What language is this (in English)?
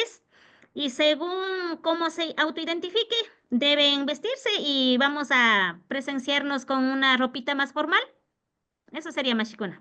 Imbabura Highland Quichua